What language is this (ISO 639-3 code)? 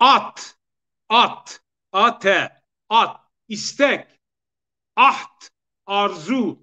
zza